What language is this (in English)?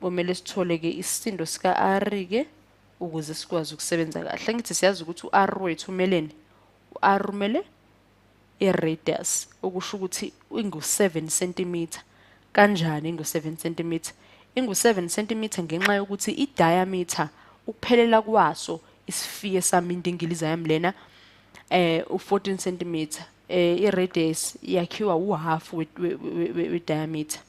Zulu